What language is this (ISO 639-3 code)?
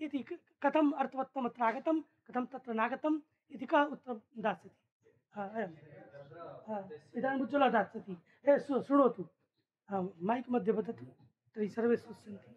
san